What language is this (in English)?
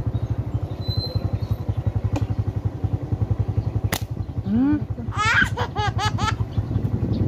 Filipino